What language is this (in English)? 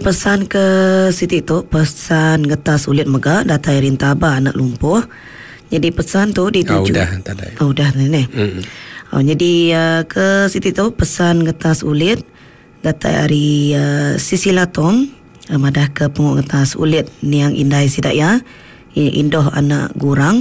Iban